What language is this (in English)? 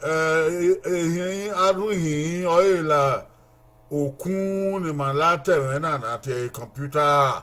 Bini